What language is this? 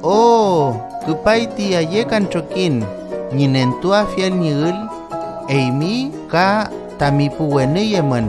Mapuche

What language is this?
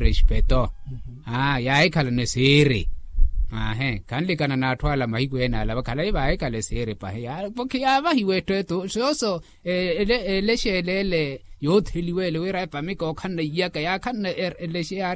Makhuwa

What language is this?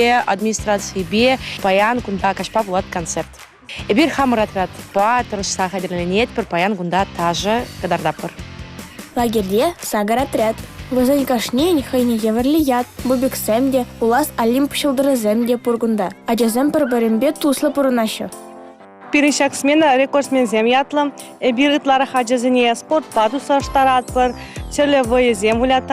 Chuvash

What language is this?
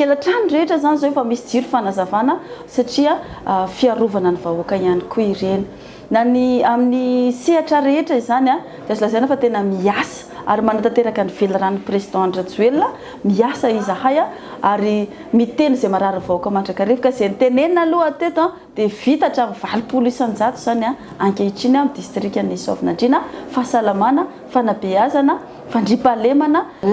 Malagasy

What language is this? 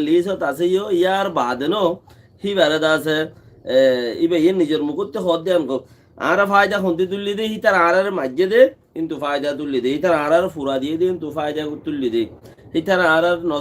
Rohingya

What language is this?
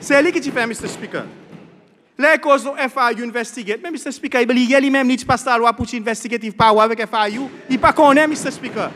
Seselwa Creole French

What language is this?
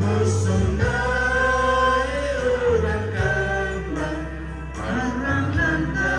Toraja-Sa'dan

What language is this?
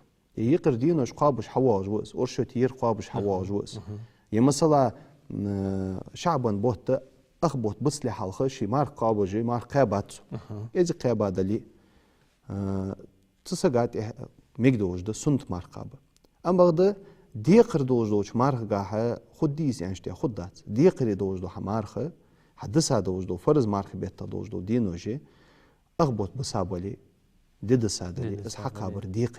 Ingush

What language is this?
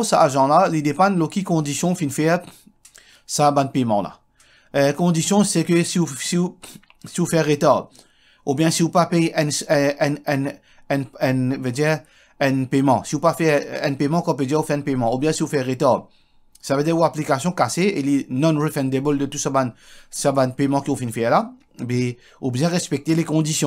Morisyen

